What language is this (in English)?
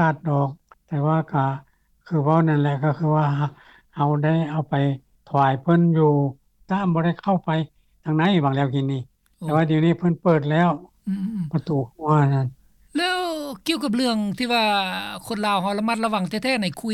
Lao